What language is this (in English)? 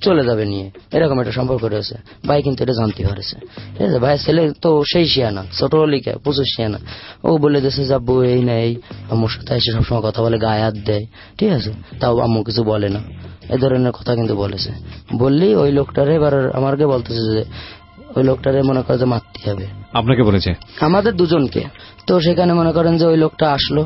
Bangla